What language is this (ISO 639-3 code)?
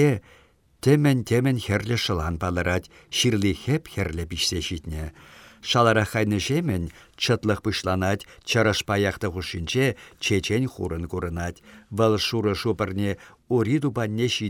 chv